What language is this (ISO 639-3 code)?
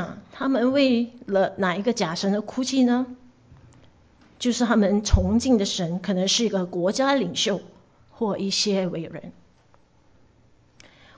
zho